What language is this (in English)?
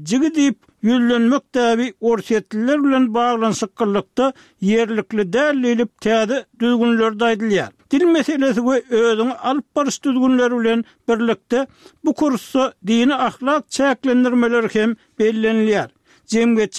Turkmen